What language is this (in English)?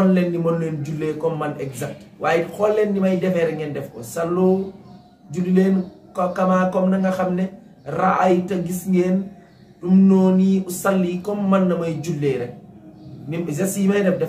Wolof